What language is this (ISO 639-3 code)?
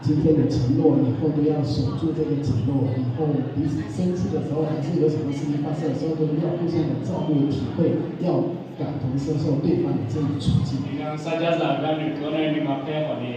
ahk